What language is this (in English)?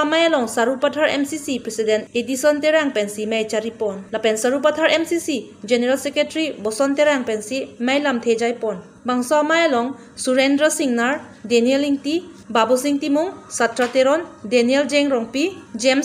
Karbi